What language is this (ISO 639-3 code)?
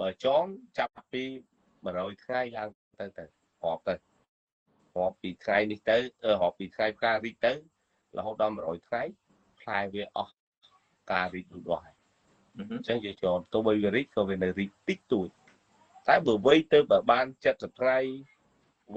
khm